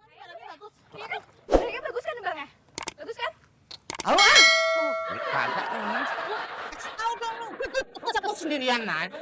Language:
Betawi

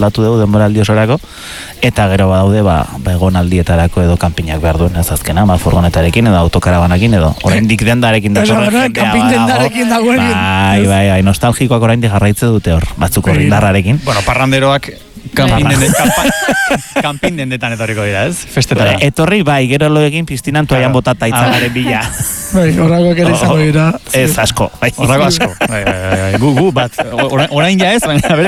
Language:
Basque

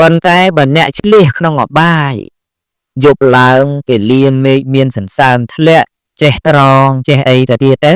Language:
Khmer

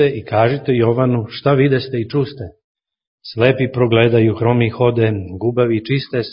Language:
Serbian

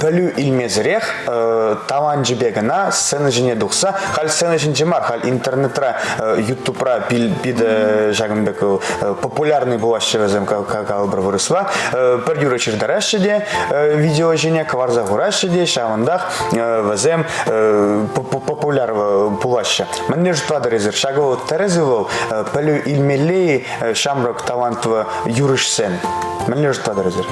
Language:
Chuvash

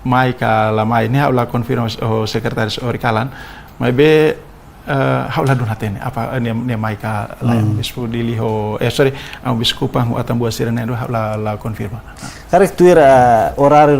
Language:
Tetum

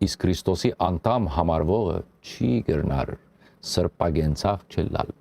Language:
Western Armenian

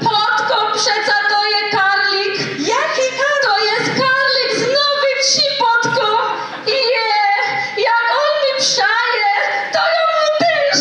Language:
Silesian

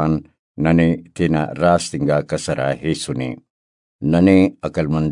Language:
Brahui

